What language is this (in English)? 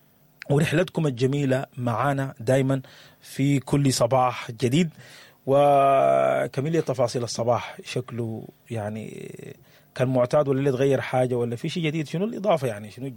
Sudanese Arabic